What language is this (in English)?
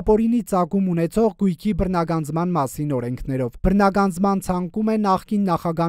Armenian